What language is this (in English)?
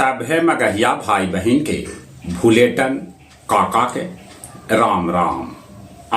Magahi